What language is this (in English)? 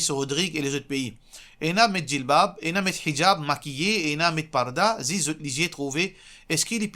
Morisyen